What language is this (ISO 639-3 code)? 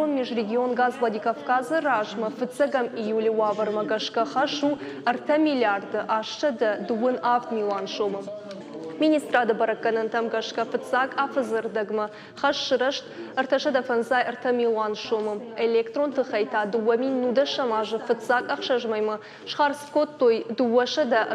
oss